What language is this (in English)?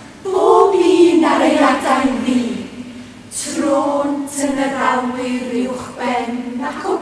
Welsh